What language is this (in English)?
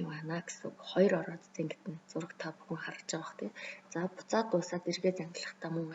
Mongolian